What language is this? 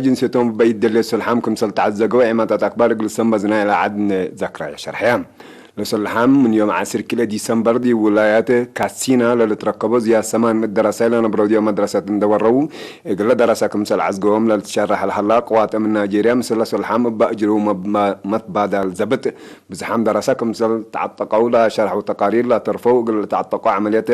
Tigre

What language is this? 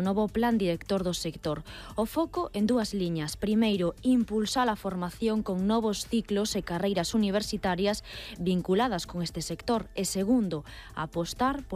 Galician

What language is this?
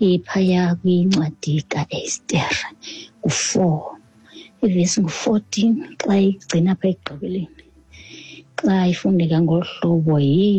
Xhosa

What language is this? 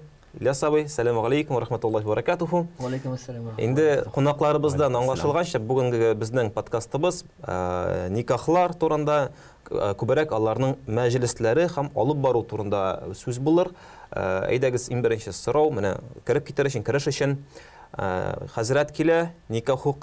Tatar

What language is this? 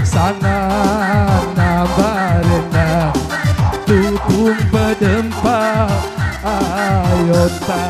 Batak Karo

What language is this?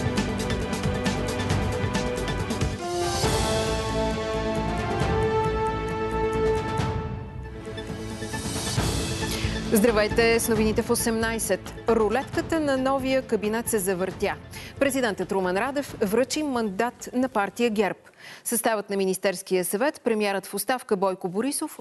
Bulgarian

